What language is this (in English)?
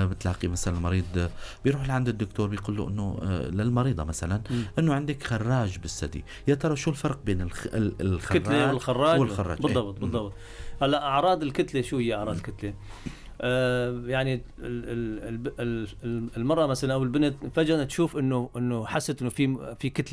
North Levantine Arabic